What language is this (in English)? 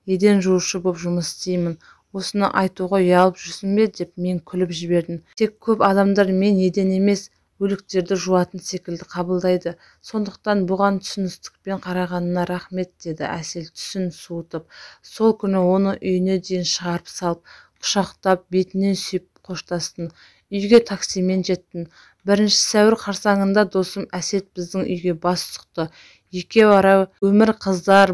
Kazakh